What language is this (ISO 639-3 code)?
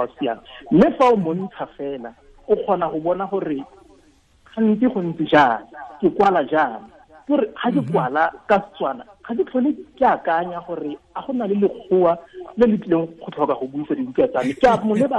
tsn